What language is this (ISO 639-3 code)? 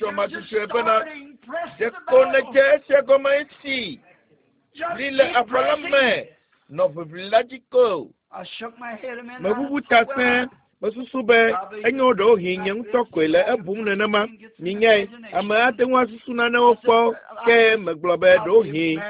ewe